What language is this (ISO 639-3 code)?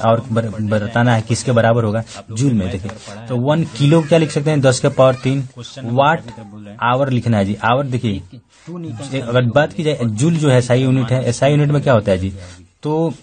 hin